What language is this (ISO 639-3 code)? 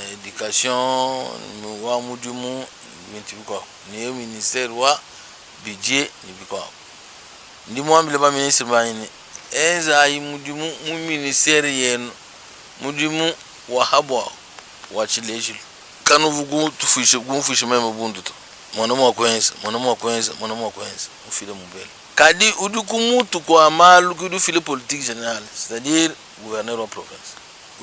lua